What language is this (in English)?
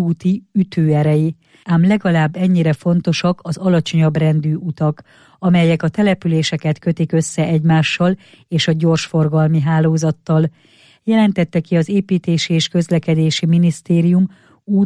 Hungarian